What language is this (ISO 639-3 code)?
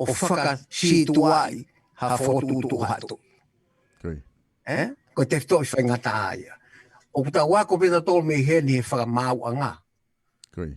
ton